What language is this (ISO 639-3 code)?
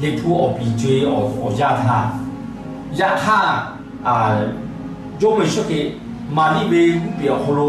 lhu